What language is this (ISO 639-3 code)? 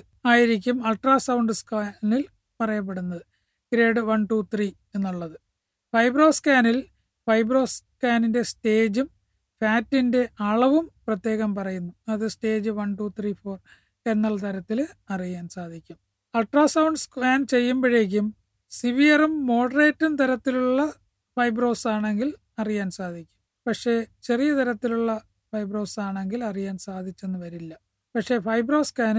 mal